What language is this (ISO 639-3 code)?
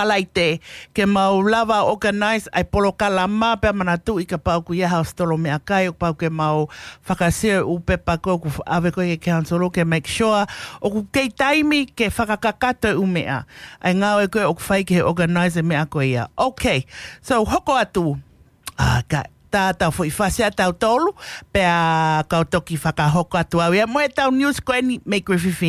ton